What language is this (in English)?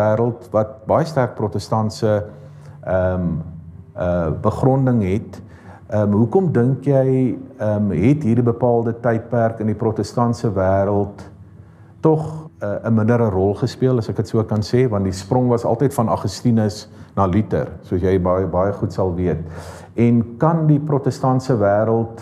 Afrikaans